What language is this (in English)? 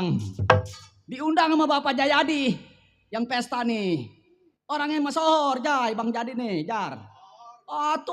Betawi